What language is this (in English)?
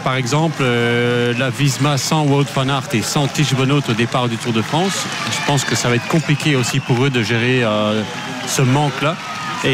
French